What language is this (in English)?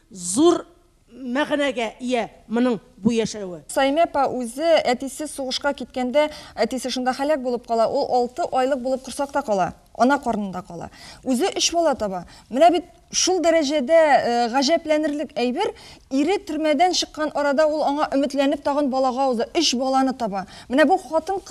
Tatar